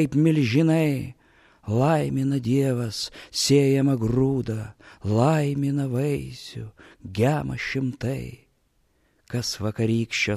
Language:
Lithuanian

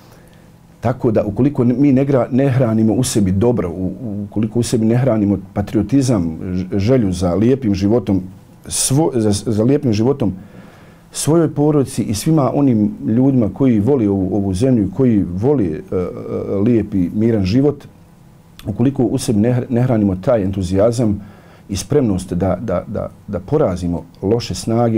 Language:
Bosnian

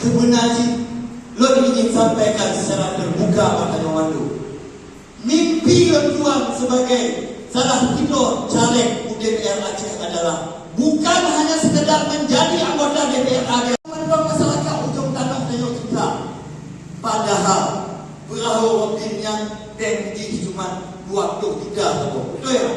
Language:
Achinese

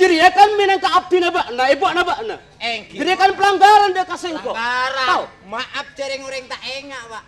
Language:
Madurese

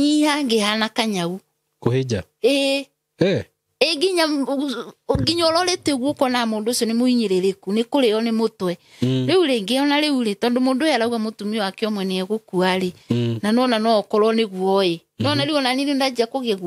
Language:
Kikuyu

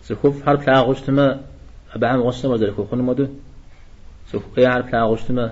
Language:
Kabardian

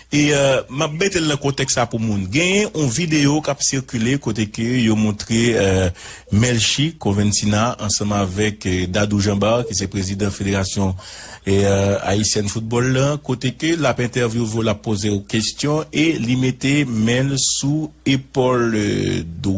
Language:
Haitian Creole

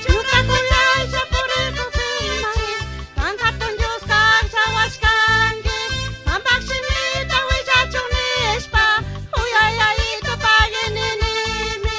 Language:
Chimborazo Highland Quichua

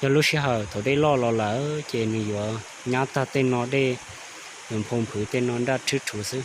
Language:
Hmong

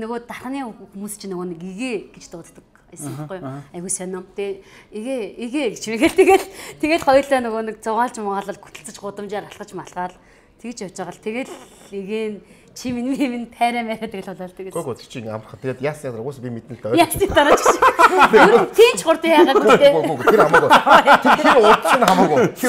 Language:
Mongolian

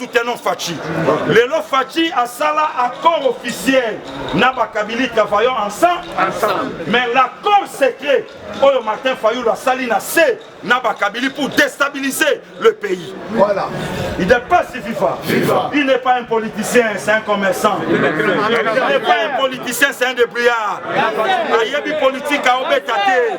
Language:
Lingala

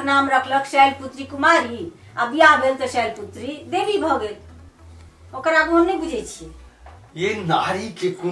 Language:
Maithili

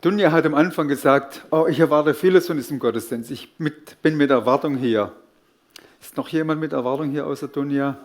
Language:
Swiss German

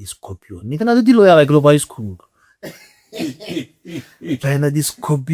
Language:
Tswana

